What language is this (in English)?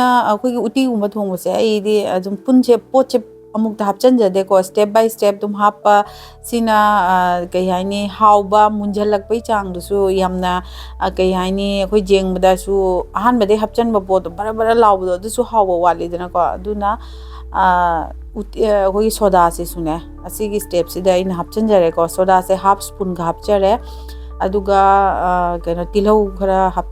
Manipuri